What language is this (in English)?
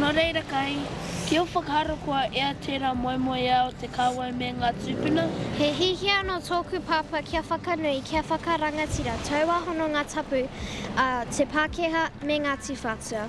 Māori